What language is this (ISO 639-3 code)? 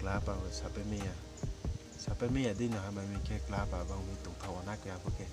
ria